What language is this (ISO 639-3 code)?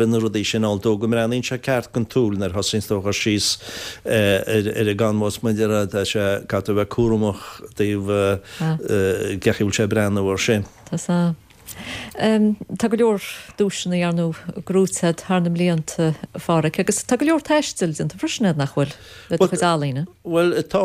gle